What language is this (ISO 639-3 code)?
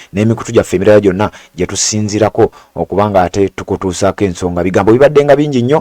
lug